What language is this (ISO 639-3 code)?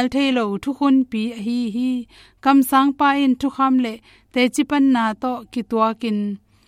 ctd